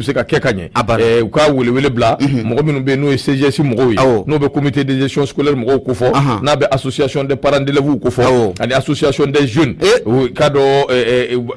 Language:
Bambara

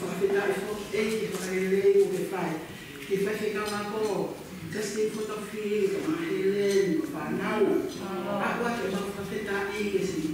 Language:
Tongan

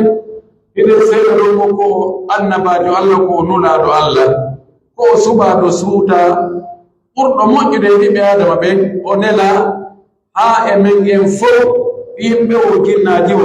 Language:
Pular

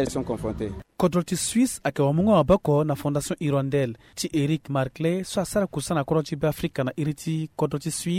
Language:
Sango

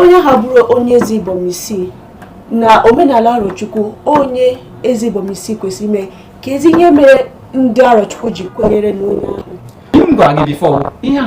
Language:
Igbo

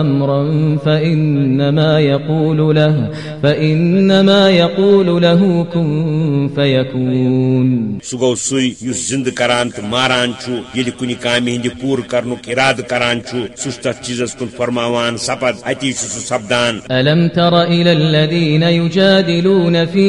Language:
Kashmiri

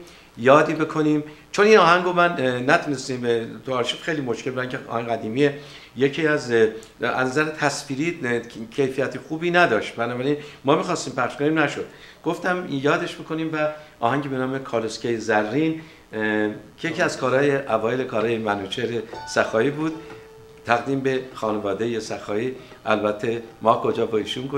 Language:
Persian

